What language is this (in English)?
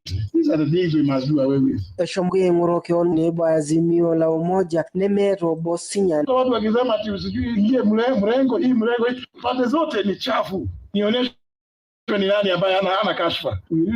Masai